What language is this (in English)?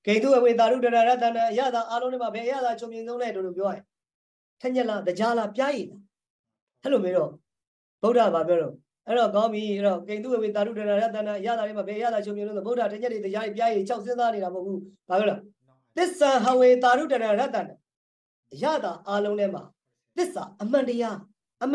Burmese